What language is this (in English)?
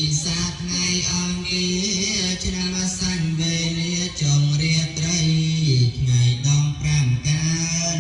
Khmer